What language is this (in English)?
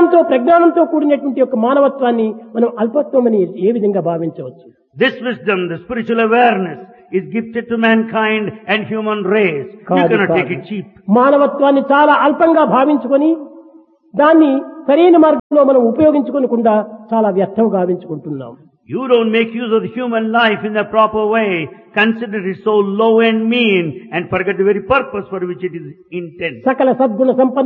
Telugu